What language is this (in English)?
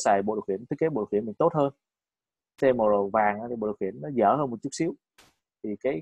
Vietnamese